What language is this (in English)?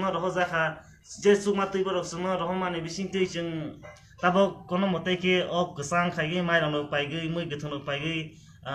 Kok Borok